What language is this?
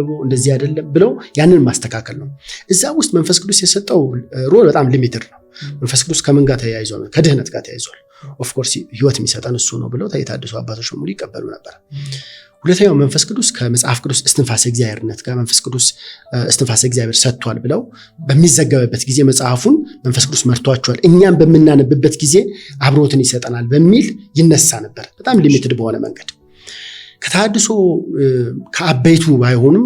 Amharic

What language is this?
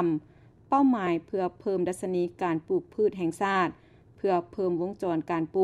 Lao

